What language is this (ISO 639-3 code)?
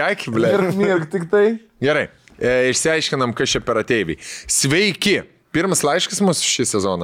lit